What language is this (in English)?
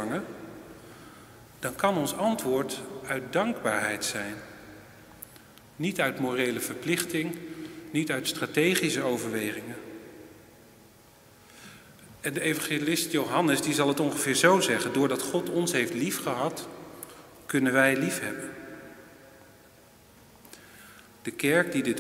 Dutch